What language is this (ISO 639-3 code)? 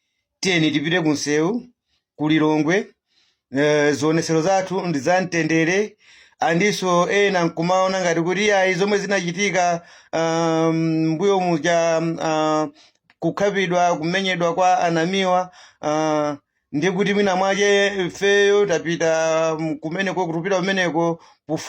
nya